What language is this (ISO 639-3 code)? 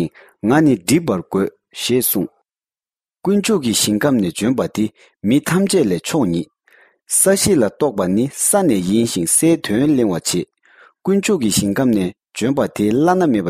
bod